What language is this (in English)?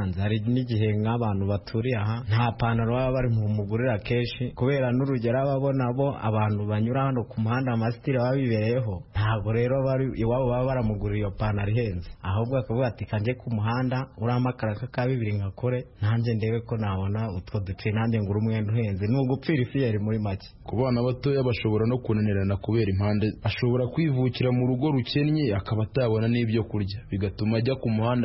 Kinyarwanda